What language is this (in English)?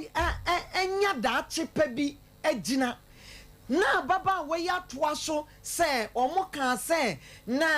Akan